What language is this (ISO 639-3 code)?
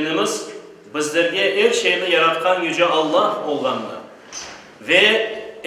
crh